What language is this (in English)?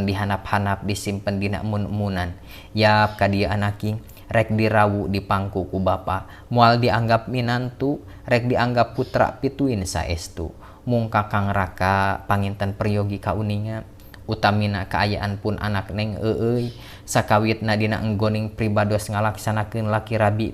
Sundanese